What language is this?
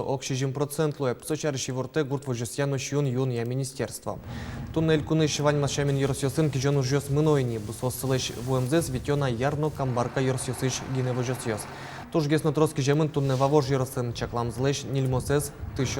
Udmurt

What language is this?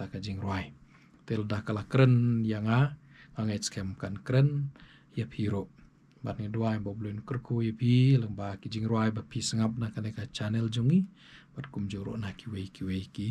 Khasi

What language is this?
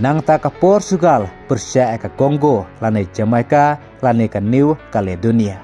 Khasi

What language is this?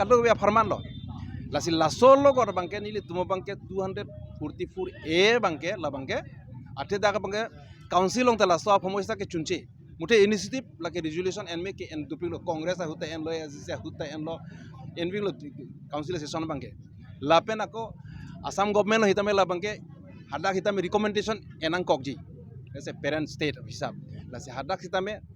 Karbi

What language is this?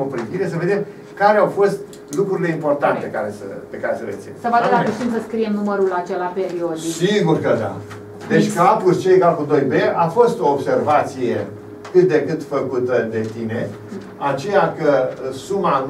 Romanian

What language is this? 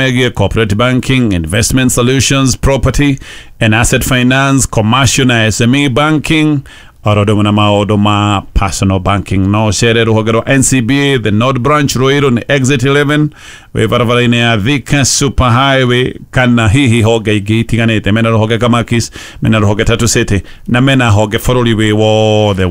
Kikuyu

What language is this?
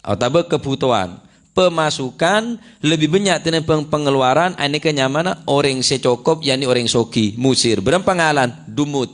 Madurese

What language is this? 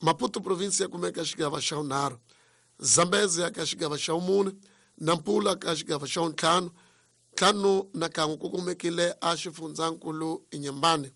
Tsonga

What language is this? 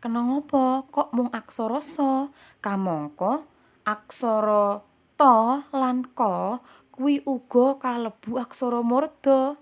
Javanese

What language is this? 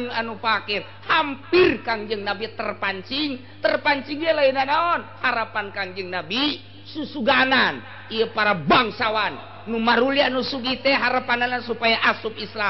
Sundanese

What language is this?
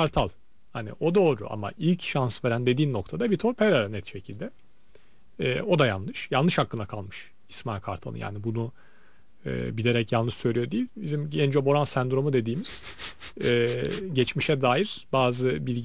Turkish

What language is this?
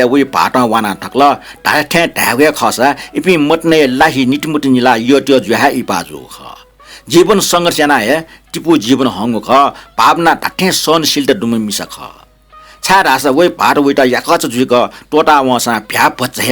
Newari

